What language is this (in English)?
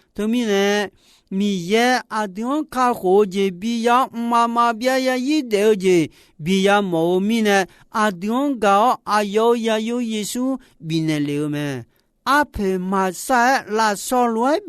Akha